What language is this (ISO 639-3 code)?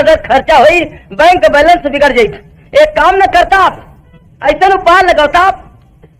bho